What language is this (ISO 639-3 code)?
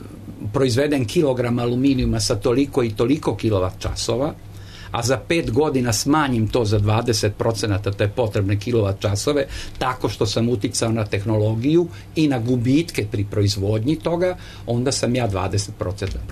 srp